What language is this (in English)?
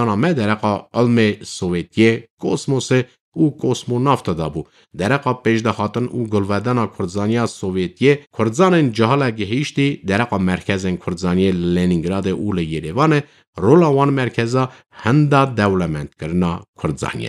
Kurdish